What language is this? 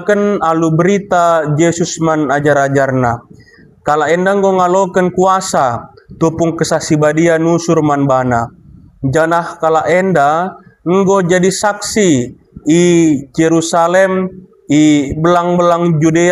Batak Karo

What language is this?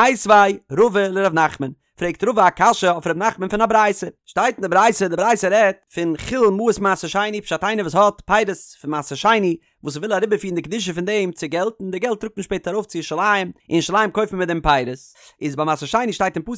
Yiddish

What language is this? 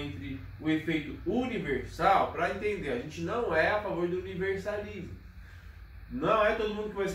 Portuguese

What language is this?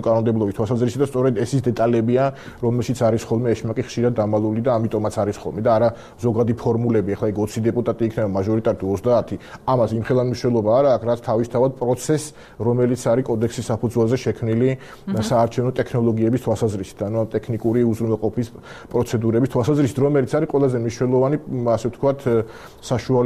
Georgian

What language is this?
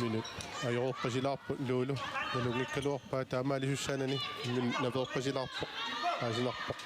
Kalaallisut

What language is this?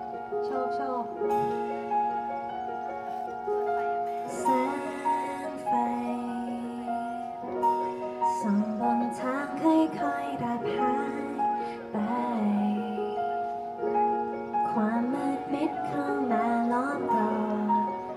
Thai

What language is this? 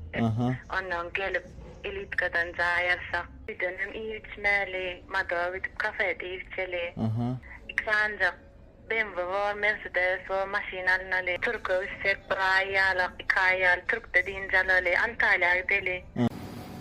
Turkmen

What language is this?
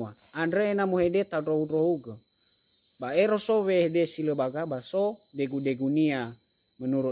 Nias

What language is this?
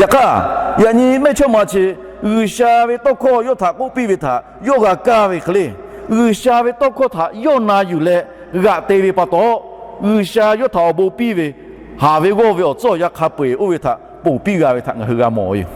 Lahu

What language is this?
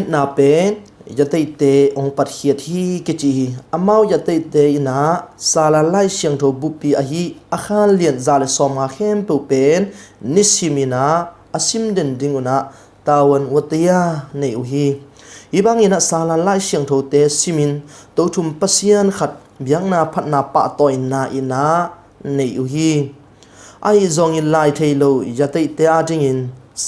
Tedim Chin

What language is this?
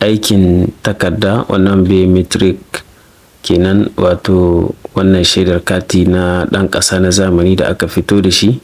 Hausa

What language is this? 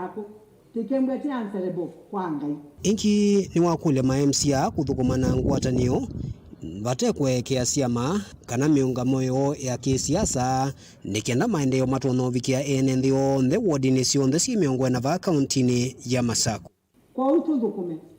Kamba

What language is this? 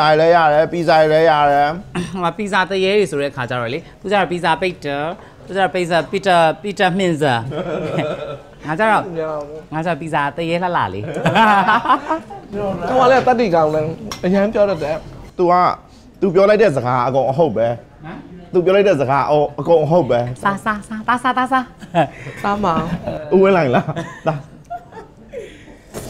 Burmese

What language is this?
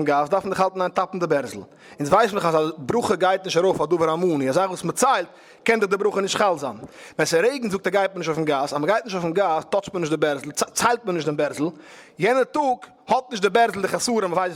Yiddish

